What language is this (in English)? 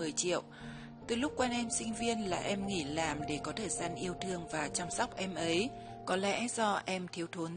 Vietnamese